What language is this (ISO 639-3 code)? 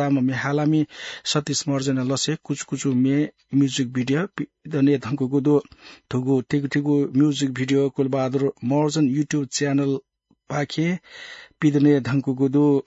new